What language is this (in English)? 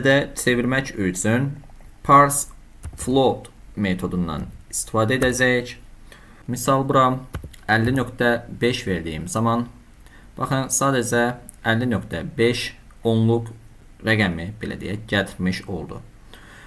Azerbaijani